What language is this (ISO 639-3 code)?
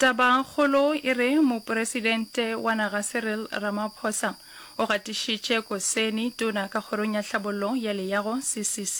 nso